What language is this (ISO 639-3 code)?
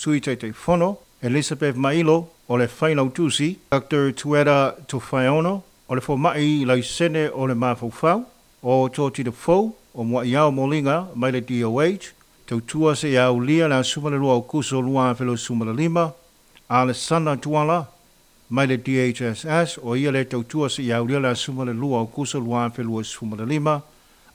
smo